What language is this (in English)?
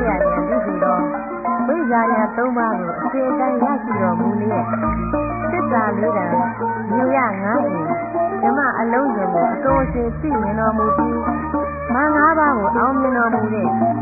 Burmese